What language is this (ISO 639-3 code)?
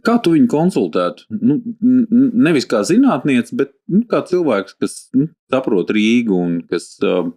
lav